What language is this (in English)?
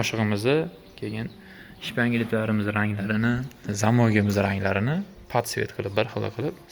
Uzbek